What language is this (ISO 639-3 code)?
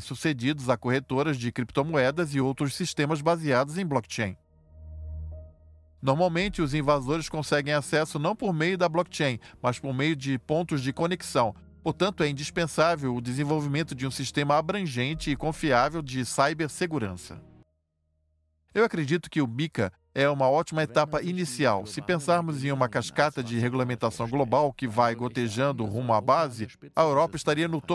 por